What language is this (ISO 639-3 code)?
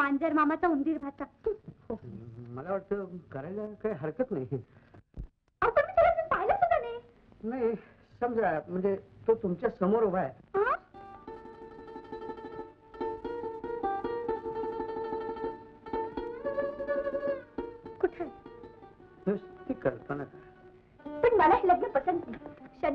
mar